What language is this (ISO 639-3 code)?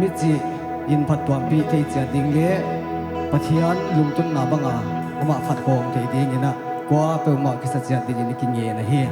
pck